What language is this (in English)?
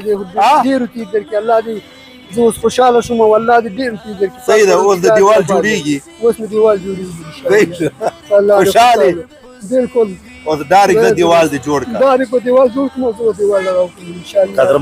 Pashto